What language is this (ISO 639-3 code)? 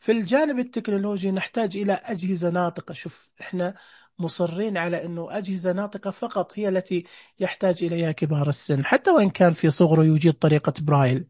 ars